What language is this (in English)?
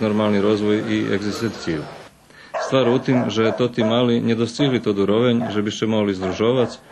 Rusyn